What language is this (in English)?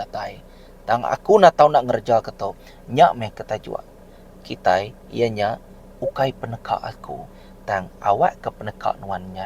Iban